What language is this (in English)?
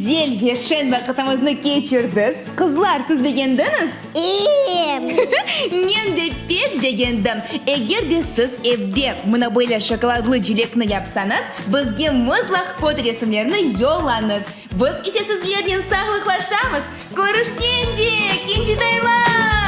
Crimean Tatar